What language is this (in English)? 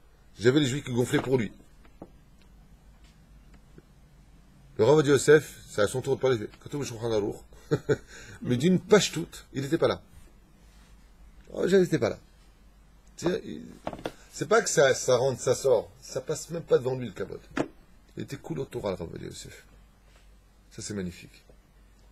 French